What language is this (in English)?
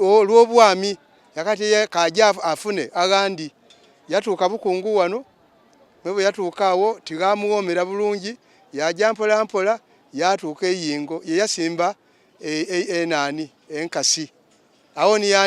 Soga